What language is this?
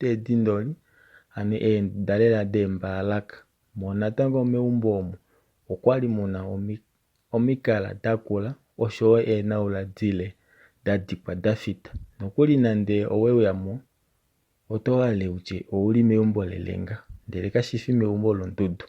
Kuanyama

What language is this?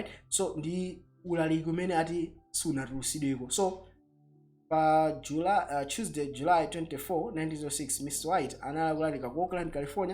Nyanja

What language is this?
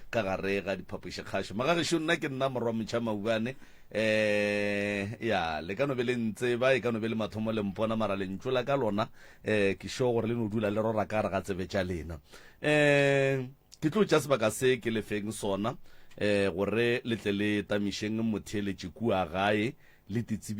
Northern Sotho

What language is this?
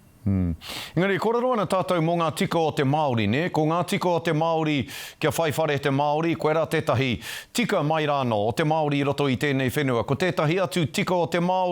Māori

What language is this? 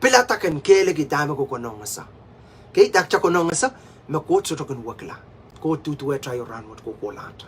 Pohnpeian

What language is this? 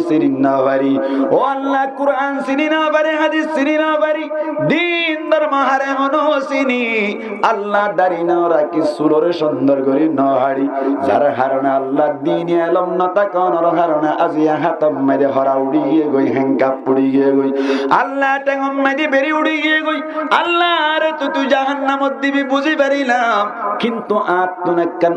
Rohingya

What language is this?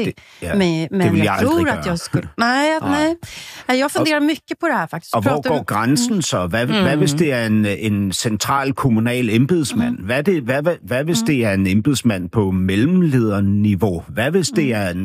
Danish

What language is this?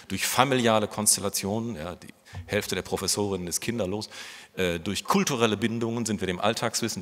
German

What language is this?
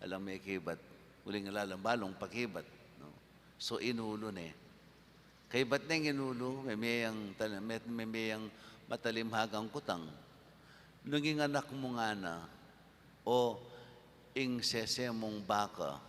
Pampanga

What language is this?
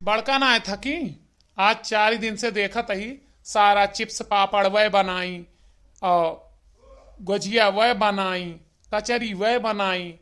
Awadhi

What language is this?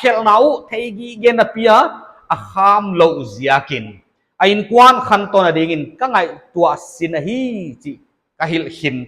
Paite Chin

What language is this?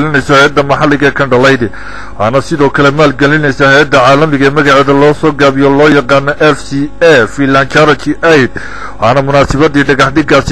Somali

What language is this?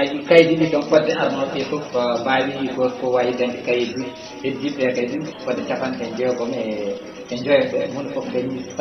Fula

